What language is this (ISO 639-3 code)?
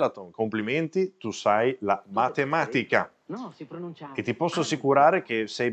ita